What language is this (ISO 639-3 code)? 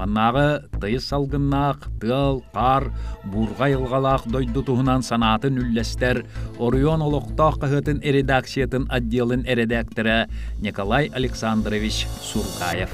sah